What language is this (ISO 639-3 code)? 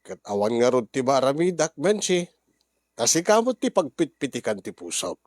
ilo